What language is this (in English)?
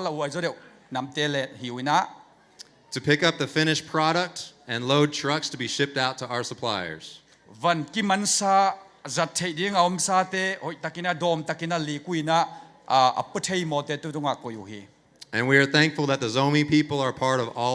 Tedim Chin